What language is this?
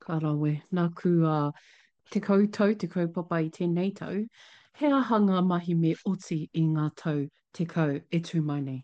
Māori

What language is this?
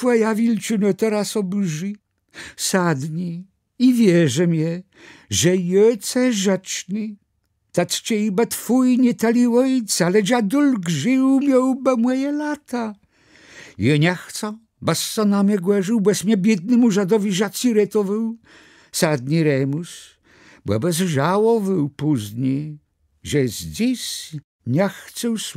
Kashubian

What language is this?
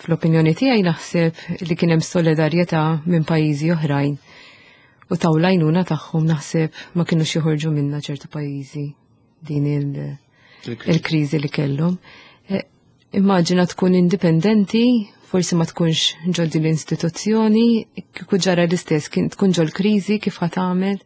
Maltese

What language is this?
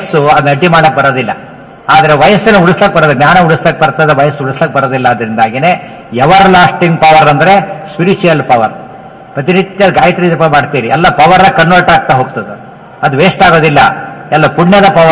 Kannada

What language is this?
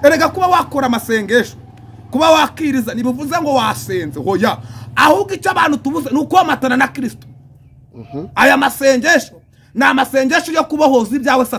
Kinyarwanda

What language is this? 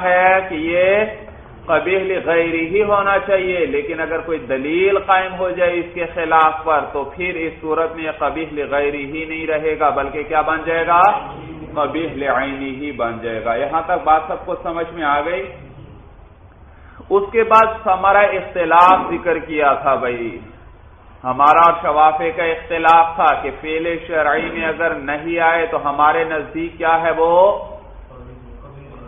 Urdu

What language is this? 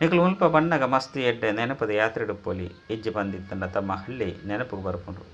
Tulu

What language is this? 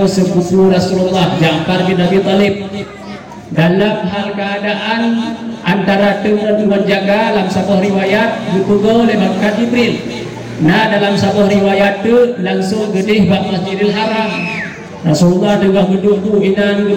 Achinese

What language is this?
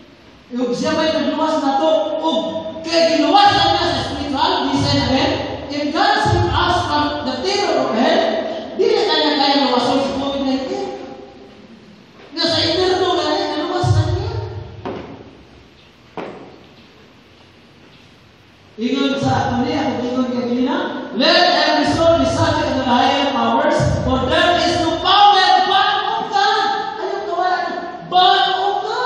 Cebuano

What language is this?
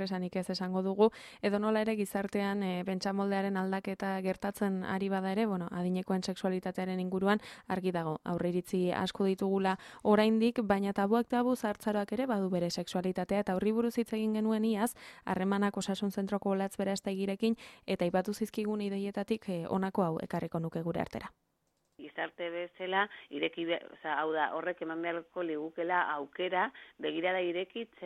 Basque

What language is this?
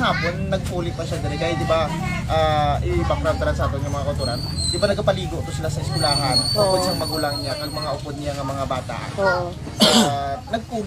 Hiligaynon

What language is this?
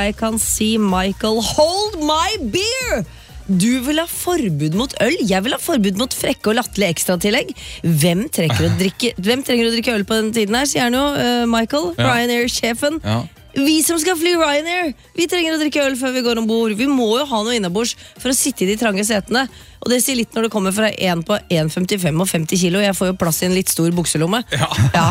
Norwegian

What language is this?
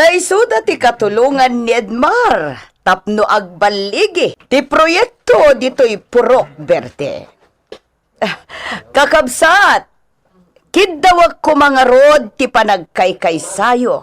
Iloko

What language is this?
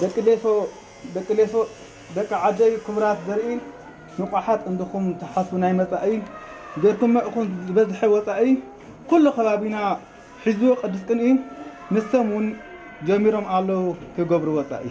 Tigrinya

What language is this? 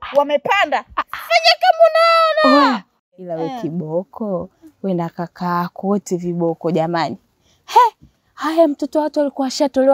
Swahili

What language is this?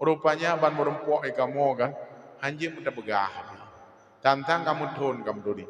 Achinese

